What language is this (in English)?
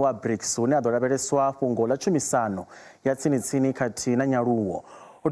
Venda